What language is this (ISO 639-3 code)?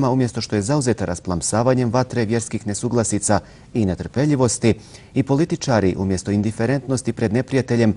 bos